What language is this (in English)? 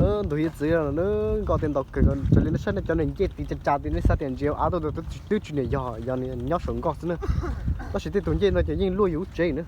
Hmong